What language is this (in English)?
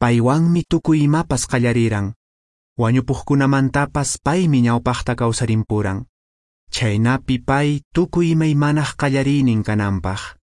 Quechua